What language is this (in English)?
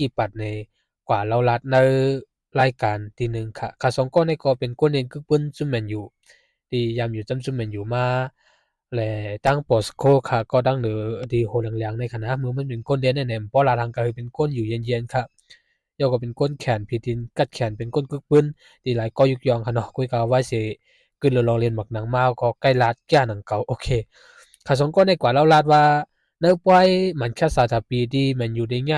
Shan